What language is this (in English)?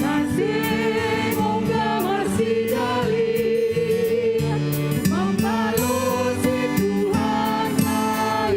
Batak Simalungun